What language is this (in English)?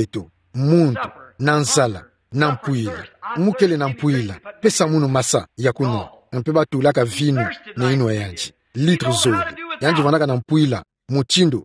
Kituba (Democratic Republic of Congo)